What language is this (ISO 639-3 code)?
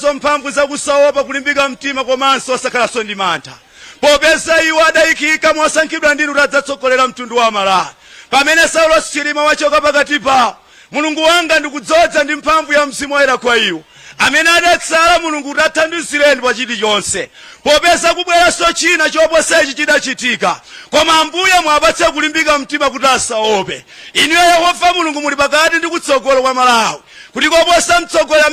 nya